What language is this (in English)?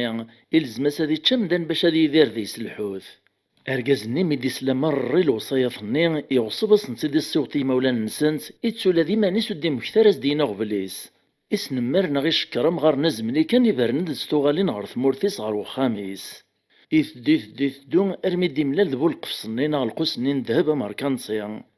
Kabyle